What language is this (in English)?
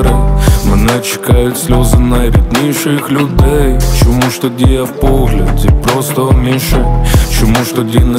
Ukrainian